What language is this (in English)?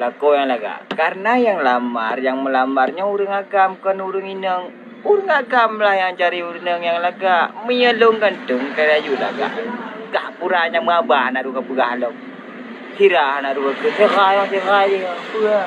Achinese